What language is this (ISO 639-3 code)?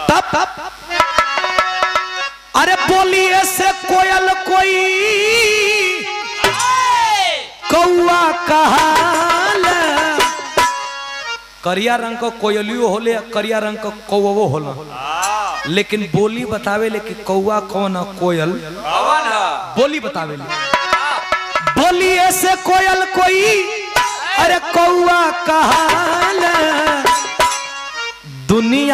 bho